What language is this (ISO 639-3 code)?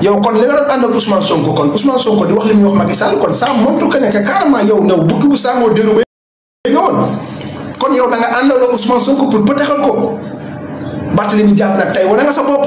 wol